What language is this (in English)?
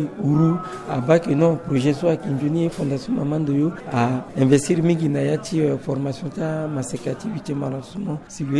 Sango